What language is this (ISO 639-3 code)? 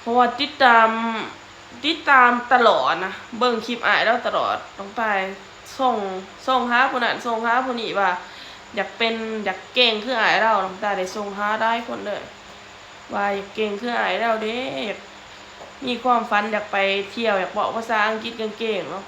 lao